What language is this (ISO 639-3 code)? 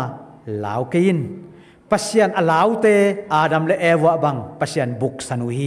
ctd